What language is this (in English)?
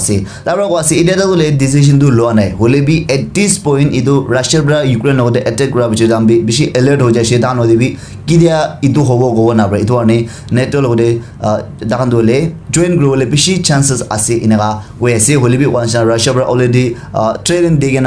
Naga Pidgin